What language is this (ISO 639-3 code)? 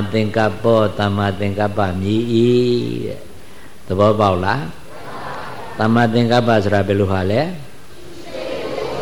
mya